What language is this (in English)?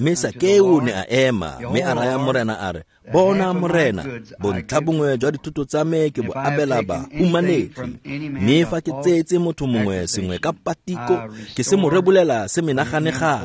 Tswana